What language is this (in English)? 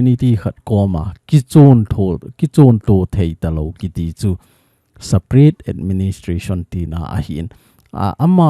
Thado Chin